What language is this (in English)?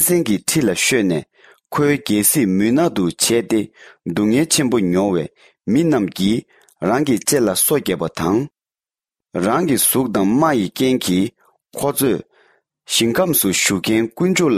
Tibetan